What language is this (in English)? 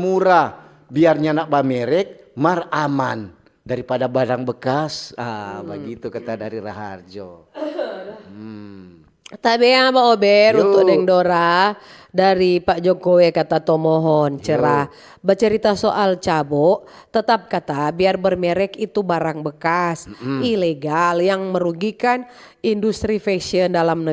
Manado Malay